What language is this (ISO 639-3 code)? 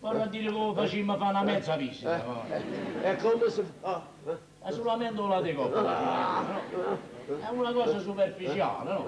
nap